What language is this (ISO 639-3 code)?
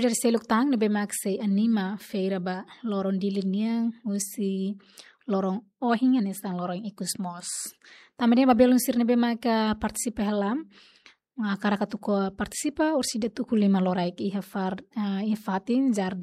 tet